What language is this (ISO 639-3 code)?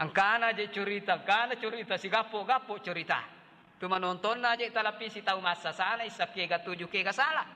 bug